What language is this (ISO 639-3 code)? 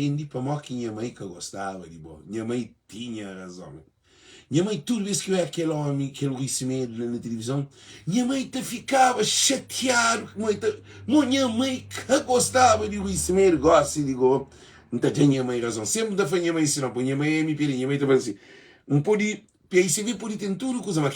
kea